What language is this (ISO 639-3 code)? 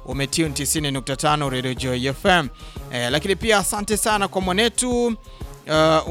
swa